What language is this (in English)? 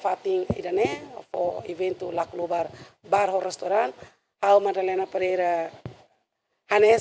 Tetum